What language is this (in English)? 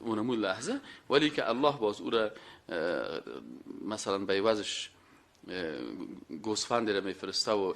Persian